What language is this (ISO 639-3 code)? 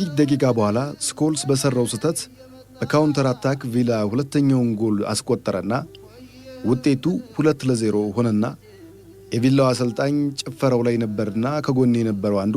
amh